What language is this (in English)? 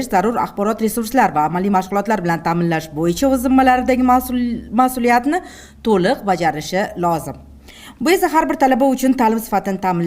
Uzbek